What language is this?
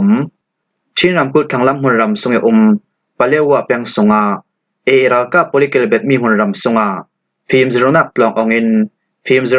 Falam Chin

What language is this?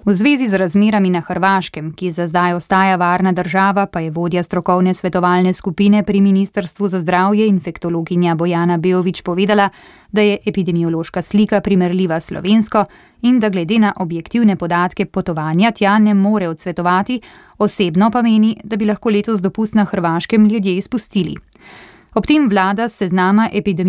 Slovenian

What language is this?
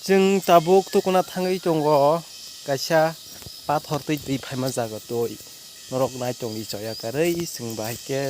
Kok Borok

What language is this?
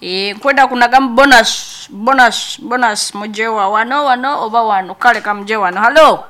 Nyankole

